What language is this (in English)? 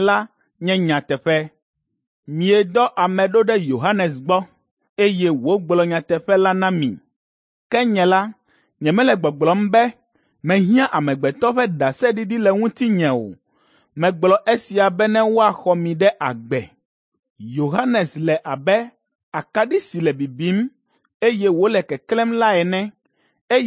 Ewe